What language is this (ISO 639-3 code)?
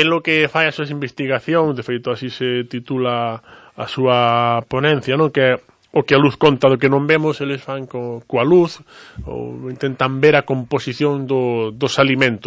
glg